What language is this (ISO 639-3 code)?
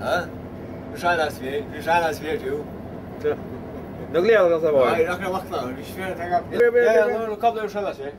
fao